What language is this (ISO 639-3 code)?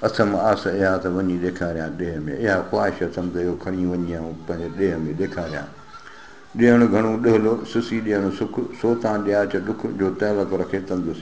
snd